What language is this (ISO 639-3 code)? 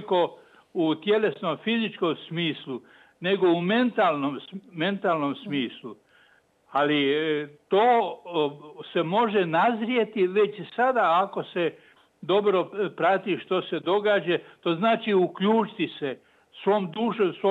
hrv